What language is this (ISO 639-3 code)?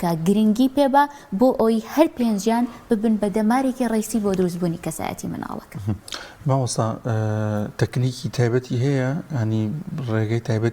ckb